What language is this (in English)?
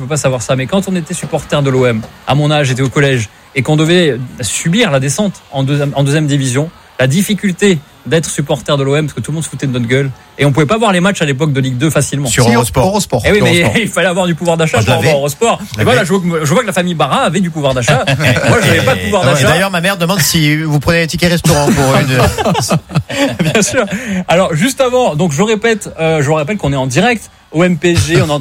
French